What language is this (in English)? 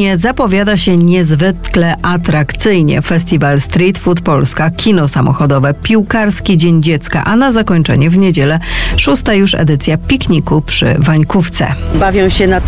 Polish